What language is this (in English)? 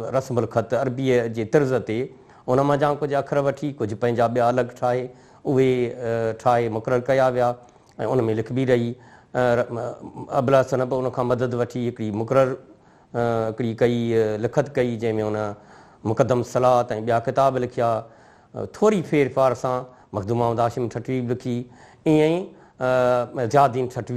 Sindhi